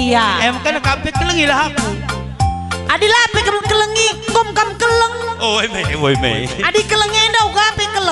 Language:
Batak Karo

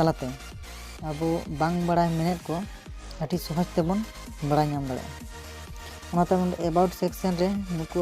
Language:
Santali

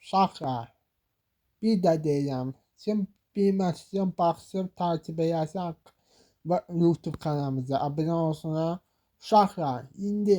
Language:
Azerbaijani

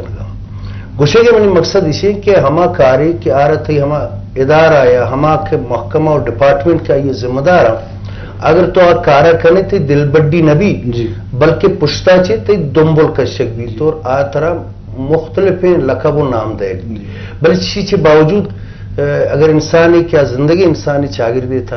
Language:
Eastern Balochi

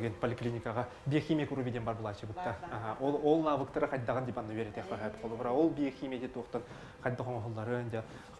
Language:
Yakut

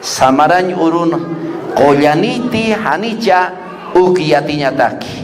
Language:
Aymara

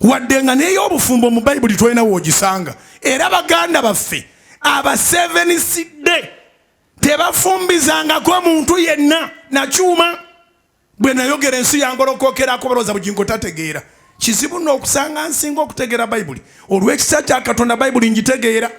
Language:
Ganda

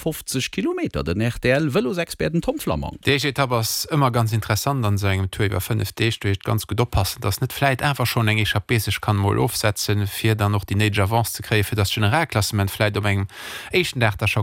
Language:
Luxembourgish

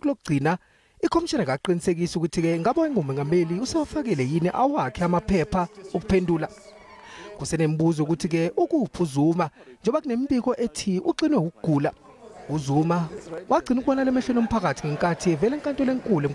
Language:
Zulu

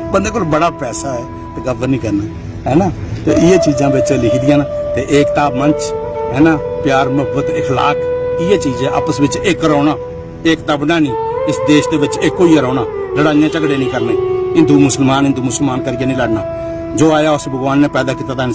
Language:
Dogri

